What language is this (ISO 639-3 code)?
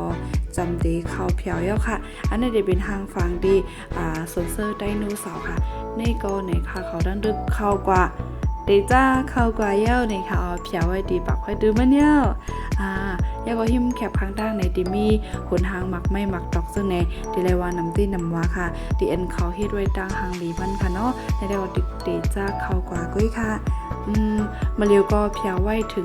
shn